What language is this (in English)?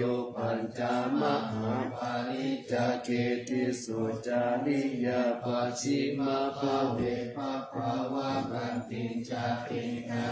Pali